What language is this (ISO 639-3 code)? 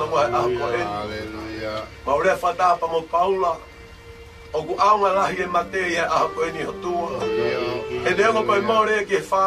ton